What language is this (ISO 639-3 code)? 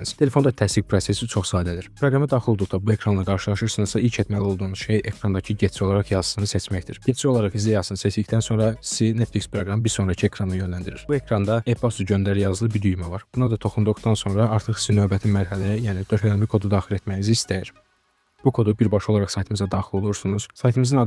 aze